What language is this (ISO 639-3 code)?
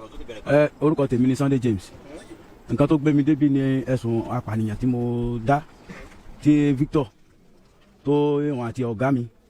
yor